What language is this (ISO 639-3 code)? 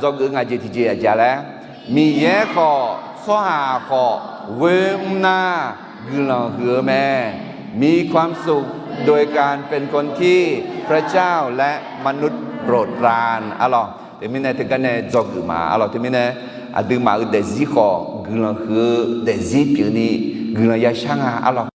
ahk